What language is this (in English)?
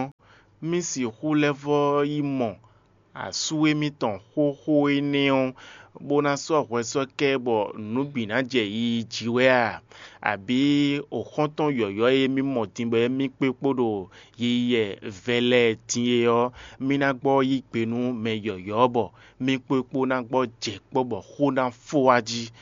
Fon